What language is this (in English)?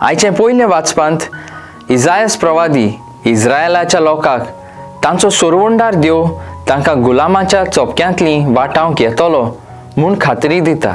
Konkani